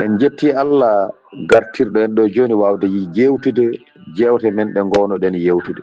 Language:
Fula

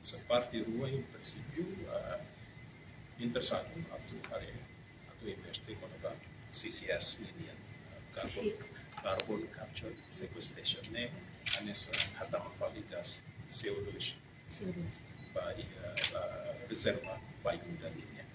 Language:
Tetum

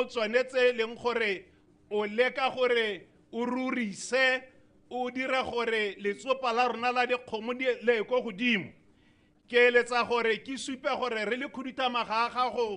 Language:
Tswana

